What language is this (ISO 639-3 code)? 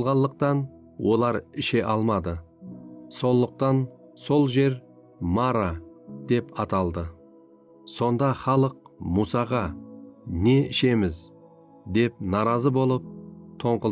kaa